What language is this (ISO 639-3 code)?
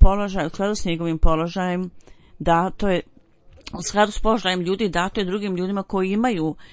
bos